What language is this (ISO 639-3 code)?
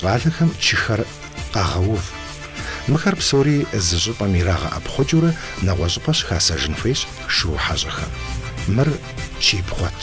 kbd